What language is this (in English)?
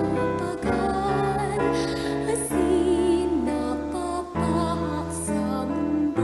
Bikol